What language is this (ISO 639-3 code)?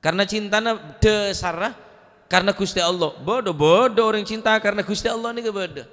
mad